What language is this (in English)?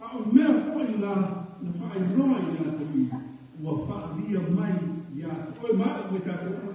Samoan